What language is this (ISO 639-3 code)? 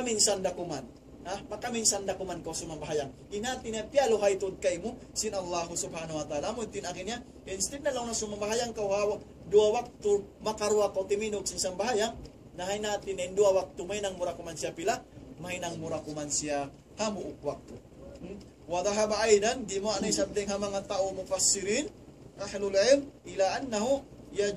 tsg